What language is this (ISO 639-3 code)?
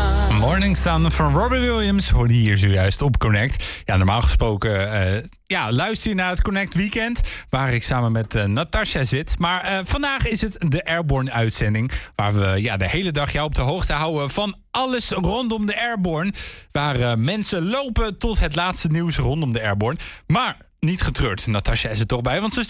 nld